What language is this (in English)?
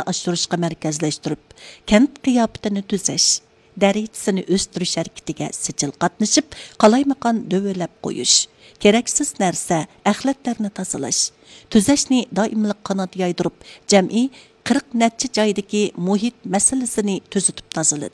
Uyghur